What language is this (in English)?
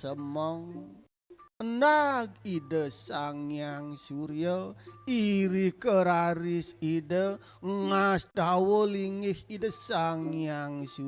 Balinese